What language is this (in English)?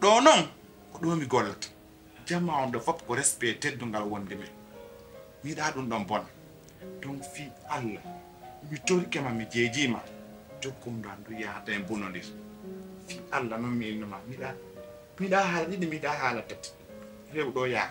Pular